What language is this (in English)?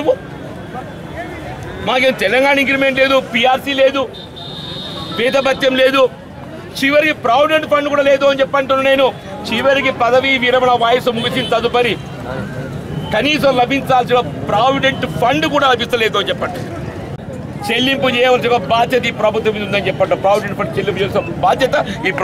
Telugu